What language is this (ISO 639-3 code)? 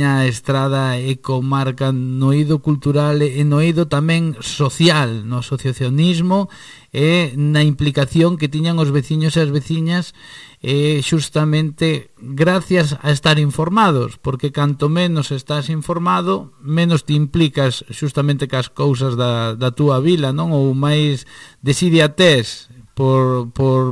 glg